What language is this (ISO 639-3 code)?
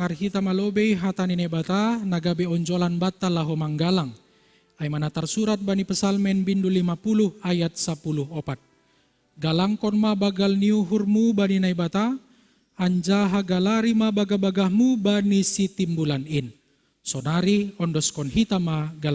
bts